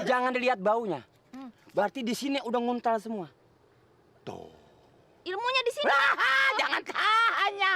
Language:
Betawi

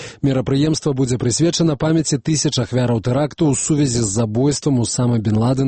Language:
Belarusian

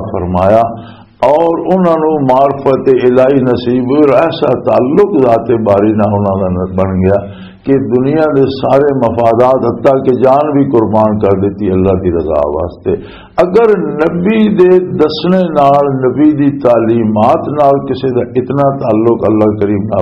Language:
Western Panjabi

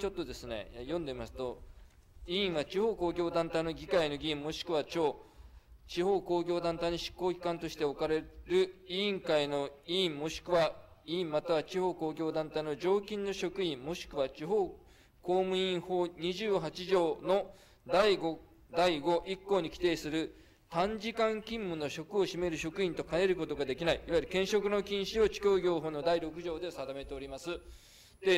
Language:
Japanese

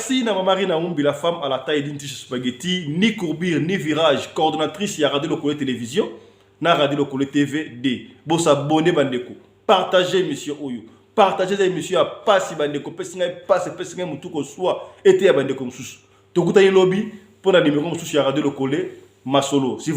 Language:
Lingala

